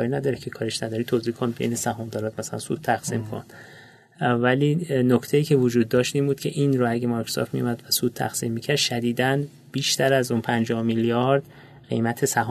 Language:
Persian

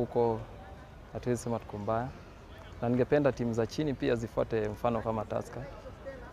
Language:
Swahili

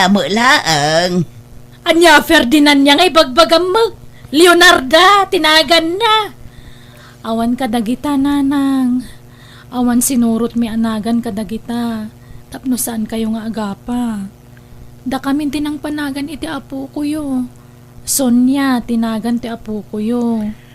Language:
Iloko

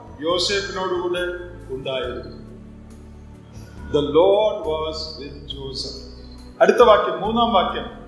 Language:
Malayalam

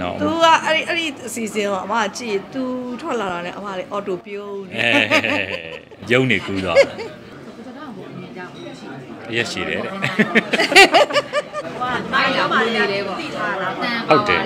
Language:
Burmese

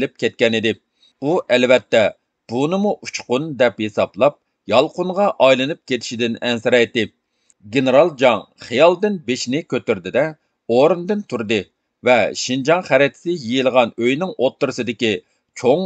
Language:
Uyghur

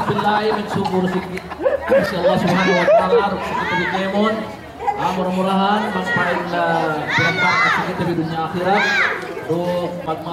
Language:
Yakan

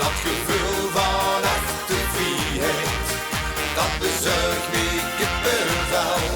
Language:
Limburgish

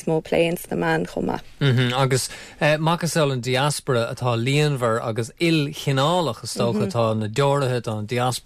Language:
Irish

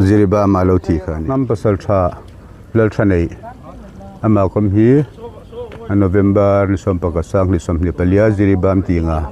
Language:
Hmar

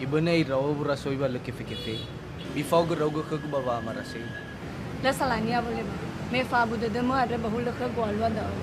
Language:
Nias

